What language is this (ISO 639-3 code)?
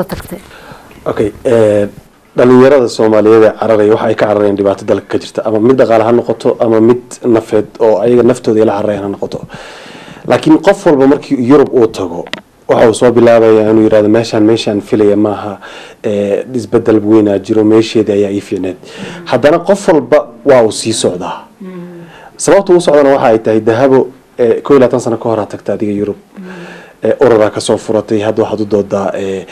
som